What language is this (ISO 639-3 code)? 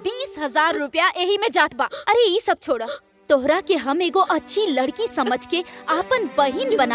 bho